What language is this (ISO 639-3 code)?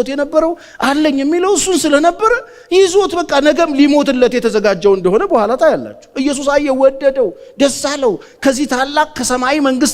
amh